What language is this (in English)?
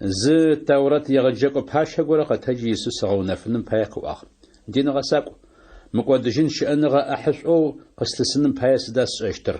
Adyghe